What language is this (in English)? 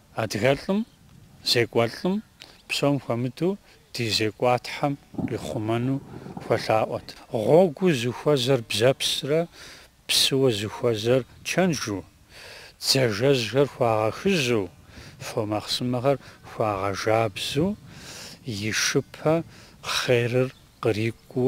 Kabardian